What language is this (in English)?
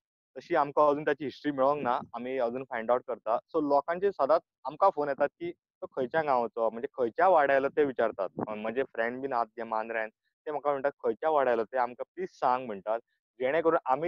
Konkani